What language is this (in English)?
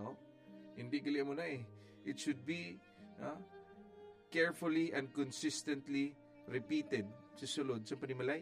Hiligaynon